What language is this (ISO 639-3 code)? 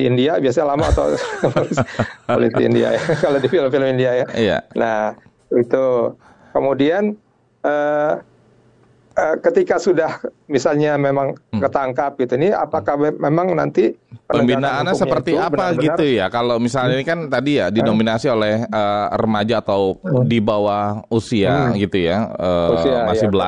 ind